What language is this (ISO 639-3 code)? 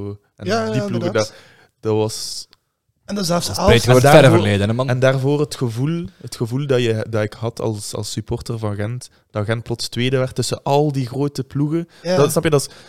nld